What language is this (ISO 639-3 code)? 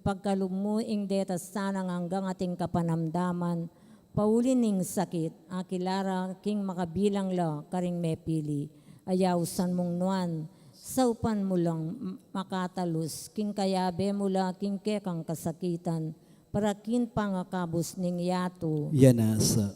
pam